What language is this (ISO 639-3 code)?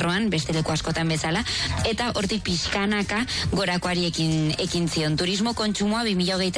eus